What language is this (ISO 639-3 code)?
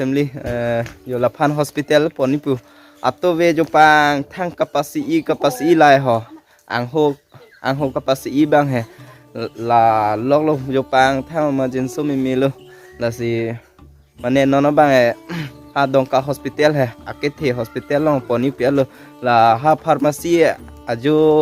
mjw